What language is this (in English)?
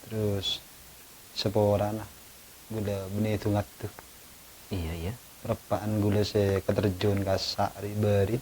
Madurese